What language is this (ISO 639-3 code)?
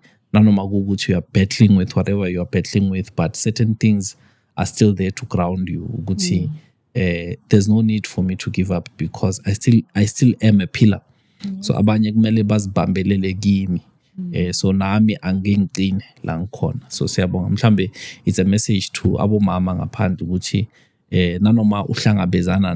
zul